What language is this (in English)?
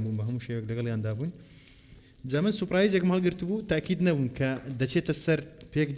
Central Kurdish